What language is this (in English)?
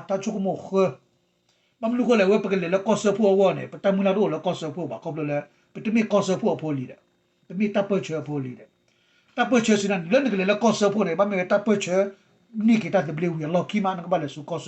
S'gaw Karen